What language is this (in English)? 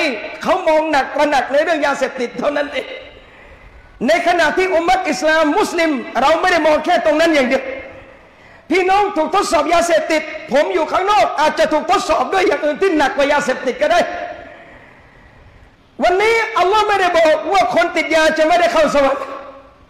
Thai